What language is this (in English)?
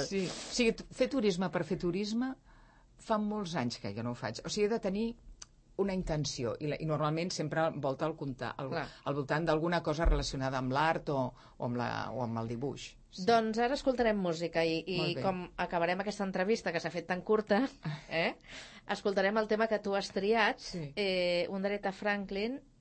Catalan